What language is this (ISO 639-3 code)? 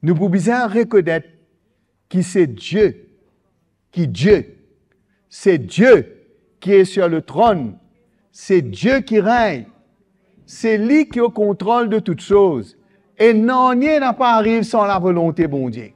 mfe